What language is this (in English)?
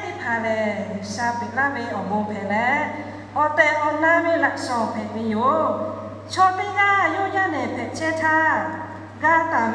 Lahu